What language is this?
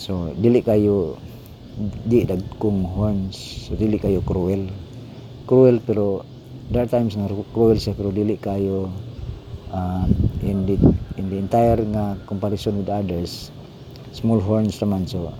Cebuano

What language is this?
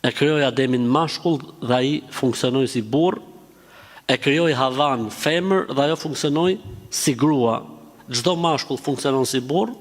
Albanian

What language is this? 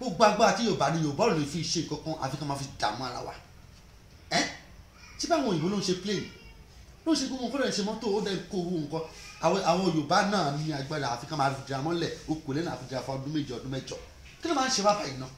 Yoruba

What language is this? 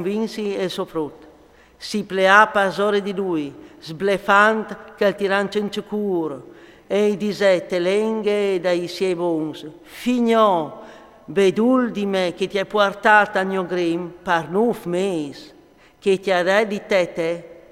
Friulian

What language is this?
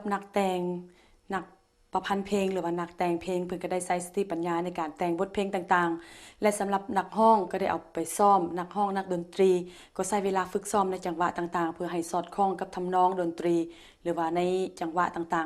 Lao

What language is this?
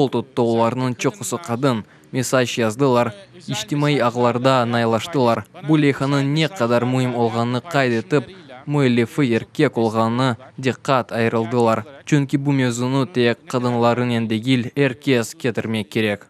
Crimean Tatar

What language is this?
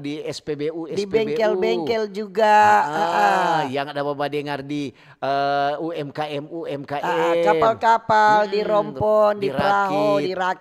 Manado Malay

